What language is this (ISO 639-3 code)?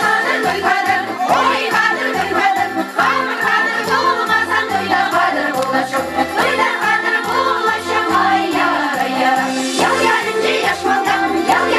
chv